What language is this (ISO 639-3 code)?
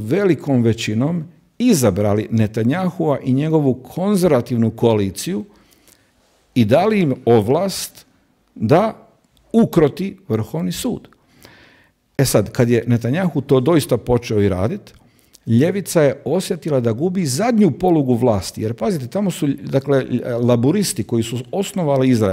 hrv